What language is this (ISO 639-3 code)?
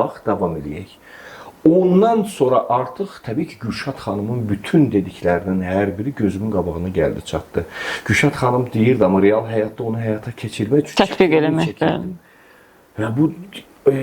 aze